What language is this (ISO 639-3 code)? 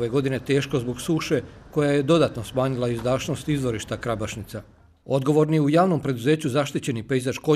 bos